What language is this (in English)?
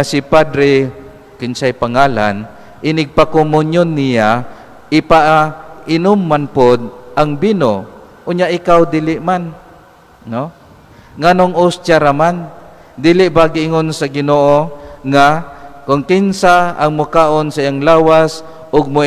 Cebuano